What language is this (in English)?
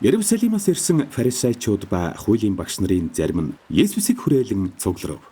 Mongolian